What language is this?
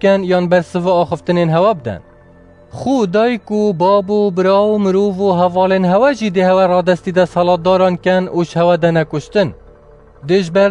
Kurdish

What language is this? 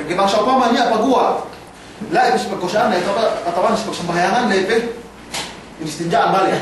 Yakan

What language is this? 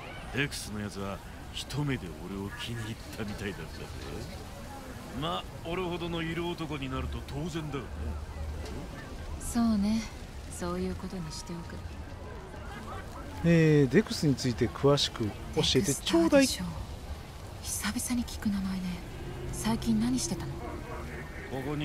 Japanese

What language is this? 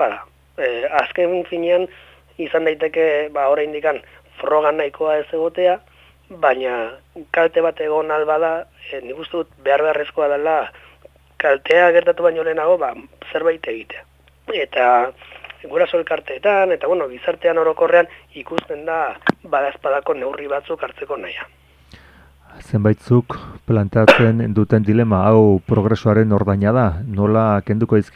Basque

